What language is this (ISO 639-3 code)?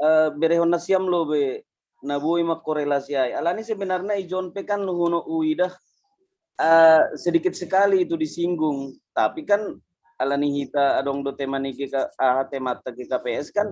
bts